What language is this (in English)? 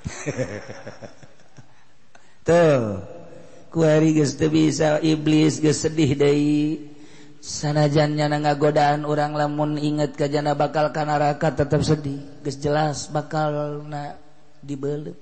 Sundanese